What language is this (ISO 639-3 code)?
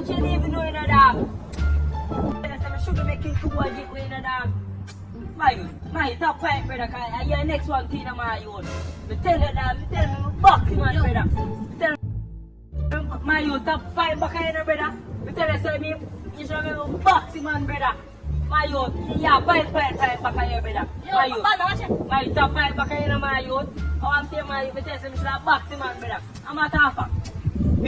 jam